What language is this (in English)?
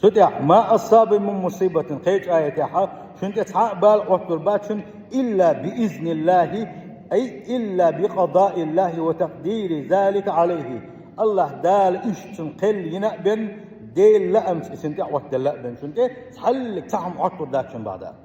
Chechen